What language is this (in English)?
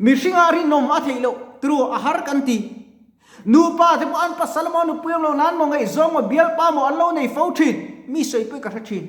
Mizo